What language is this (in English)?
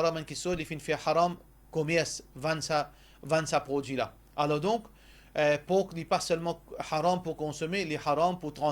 Morisyen